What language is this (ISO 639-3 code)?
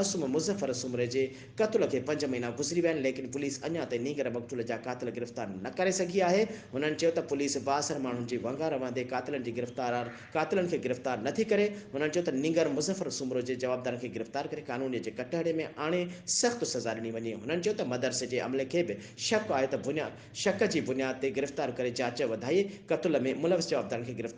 snd